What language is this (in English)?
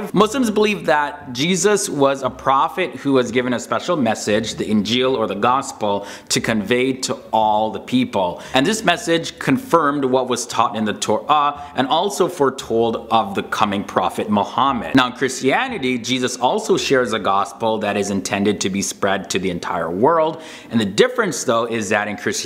English